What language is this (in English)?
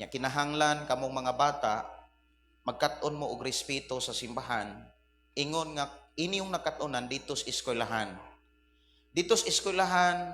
Cebuano